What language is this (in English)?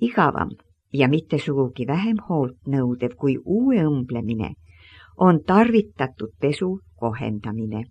Estonian